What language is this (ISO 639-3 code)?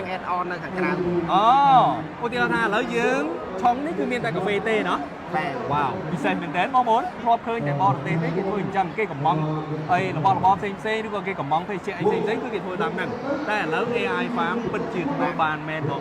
khm